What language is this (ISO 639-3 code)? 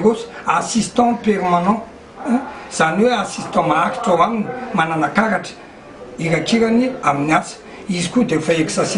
mlg